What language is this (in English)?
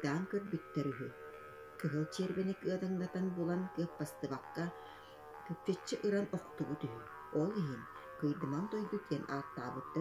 Yakut